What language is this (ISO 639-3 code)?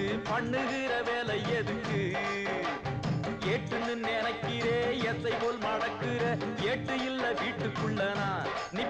tam